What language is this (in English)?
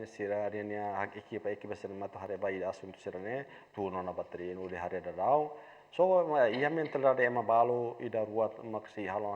Tetum